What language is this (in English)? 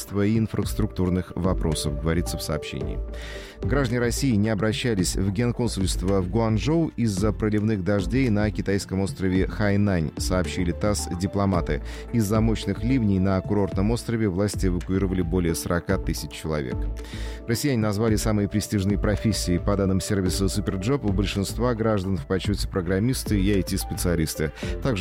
Russian